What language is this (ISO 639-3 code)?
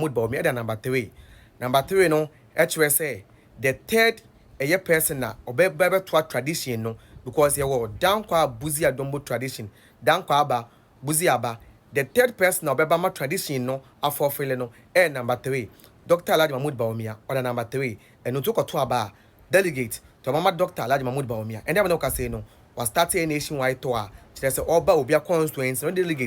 aka